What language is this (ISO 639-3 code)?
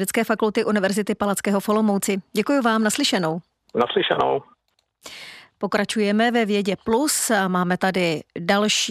ces